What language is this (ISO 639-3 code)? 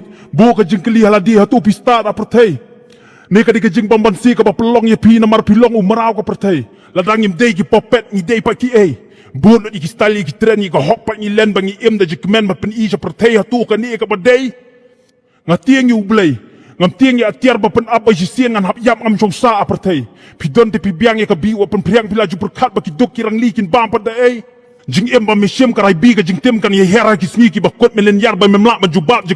kha